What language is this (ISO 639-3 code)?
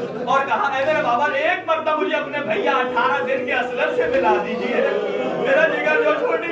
urd